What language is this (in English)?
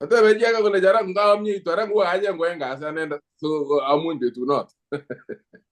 Kalenjin